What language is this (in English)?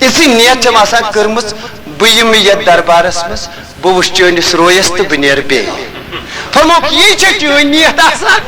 Kashmiri